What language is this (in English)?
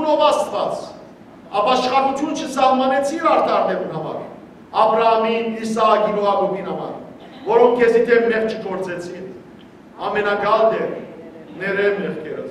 Western Armenian